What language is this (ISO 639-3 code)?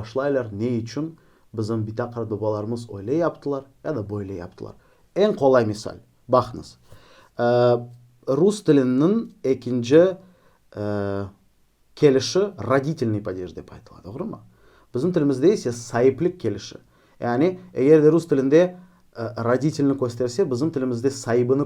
crh